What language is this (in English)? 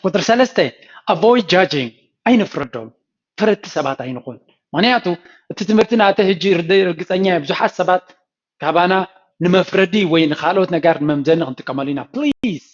Tigrinya